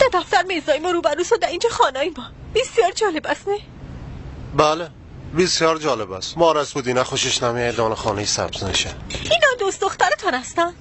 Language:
Persian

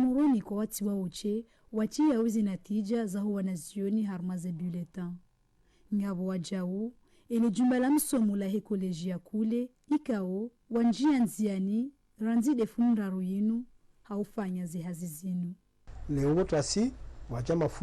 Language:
Ngazidja Comorian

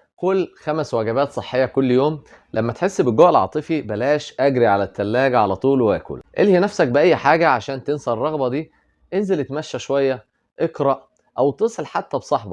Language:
Egyptian Arabic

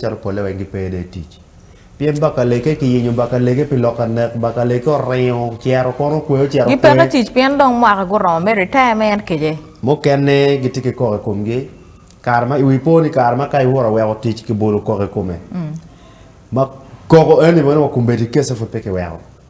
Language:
Acoli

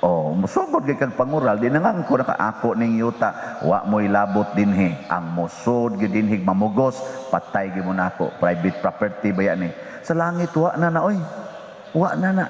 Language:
Cebuano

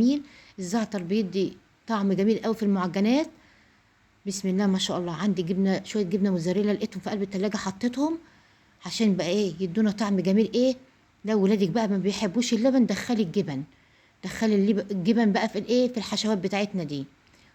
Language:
Egyptian Arabic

